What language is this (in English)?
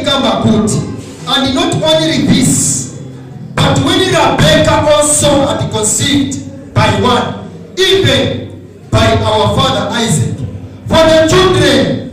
Nyanja